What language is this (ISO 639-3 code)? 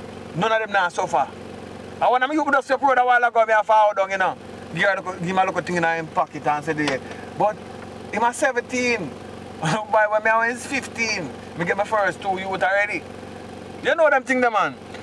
jam